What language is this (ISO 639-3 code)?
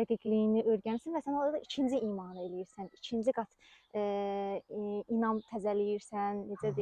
aze